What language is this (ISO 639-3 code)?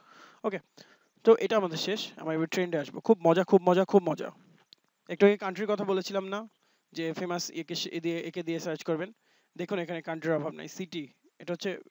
ben